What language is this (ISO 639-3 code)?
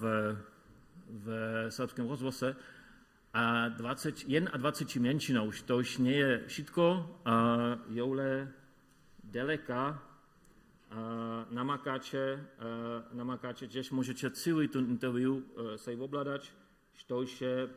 hsb